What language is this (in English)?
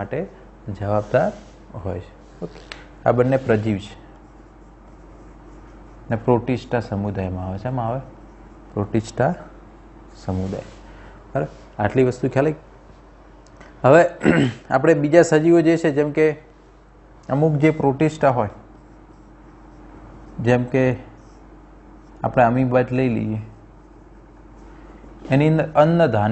Gujarati